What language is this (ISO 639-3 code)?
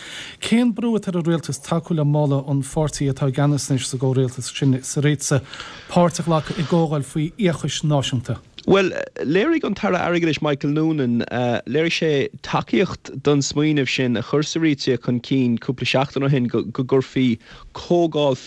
gle